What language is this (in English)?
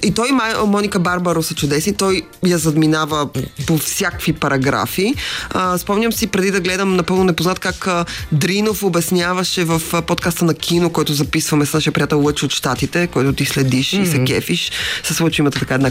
Bulgarian